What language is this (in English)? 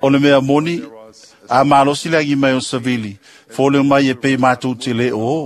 Samoan